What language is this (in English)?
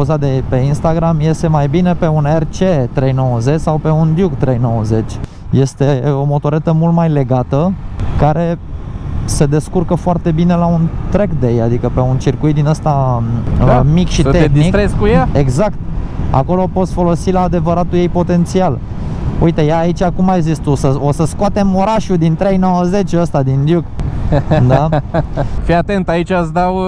Romanian